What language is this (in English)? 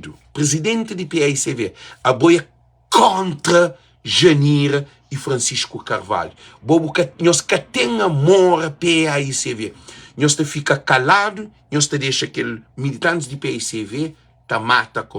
Kabuverdianu